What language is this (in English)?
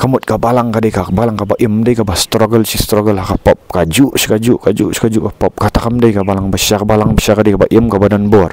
Khasi